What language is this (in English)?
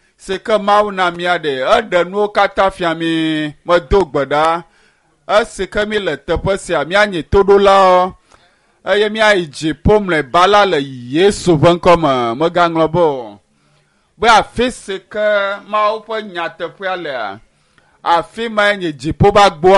Ewe